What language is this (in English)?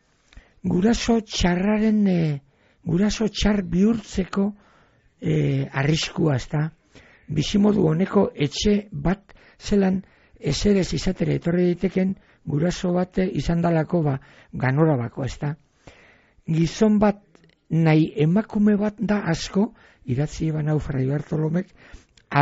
Basque